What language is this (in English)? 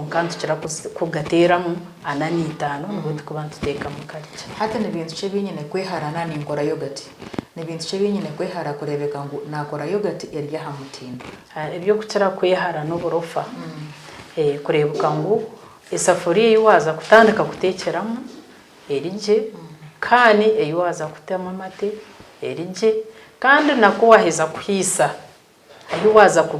Nyankole